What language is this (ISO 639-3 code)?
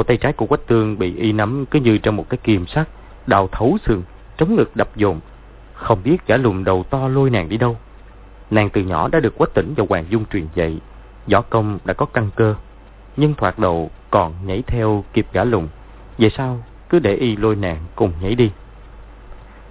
vie